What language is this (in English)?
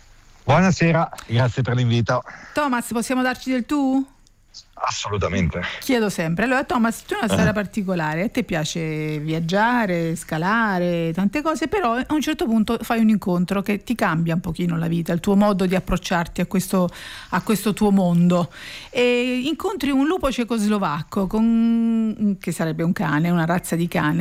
Italian